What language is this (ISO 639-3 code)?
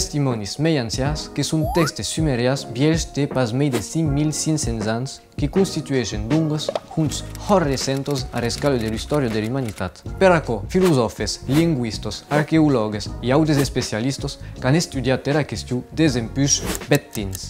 oci